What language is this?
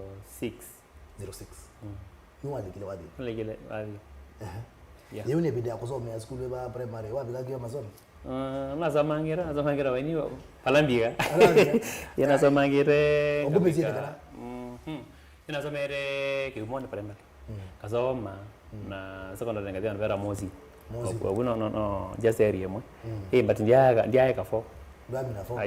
Kamba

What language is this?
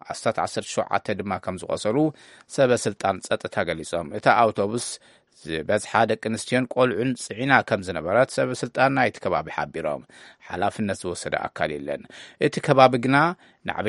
Tigrinya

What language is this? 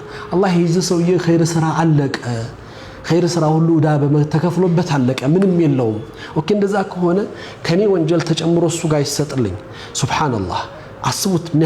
Amharic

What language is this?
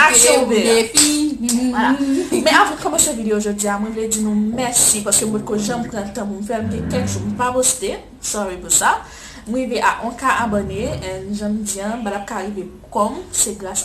Haitian Creole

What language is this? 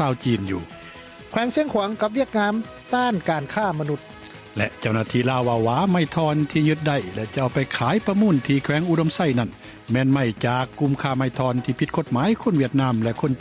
Lao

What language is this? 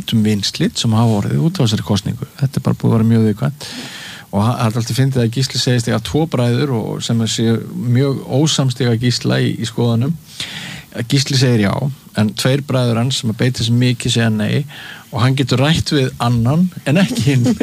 Icelandic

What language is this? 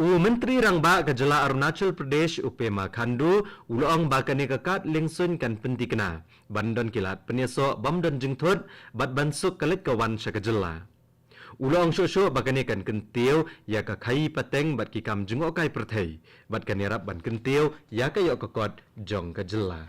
Khasi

